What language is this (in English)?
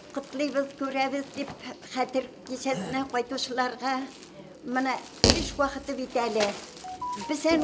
Bashkir